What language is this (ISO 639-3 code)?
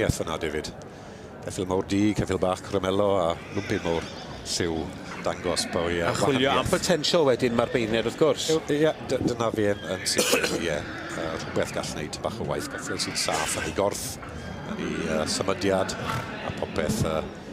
cym